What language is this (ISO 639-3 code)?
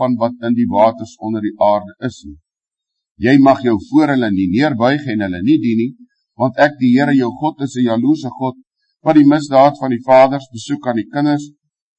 afr